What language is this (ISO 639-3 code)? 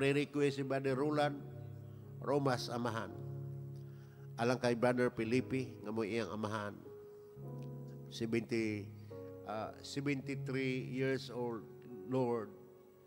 ceb